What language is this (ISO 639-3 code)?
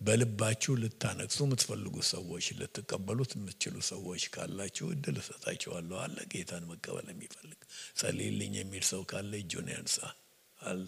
amh